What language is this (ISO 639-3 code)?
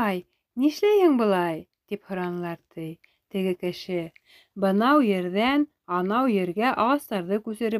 bak